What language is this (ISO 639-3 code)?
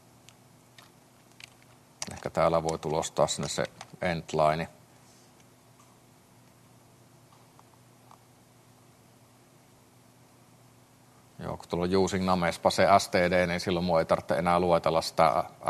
fin